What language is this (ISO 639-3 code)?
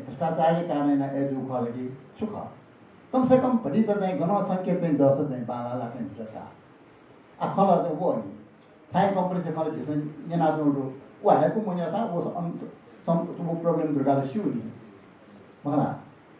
new